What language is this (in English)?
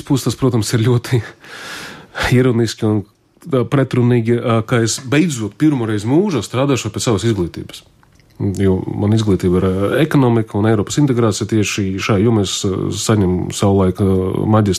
Latvian